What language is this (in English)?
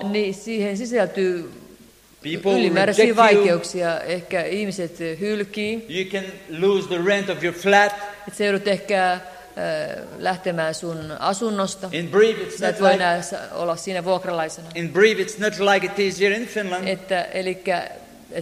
Finnish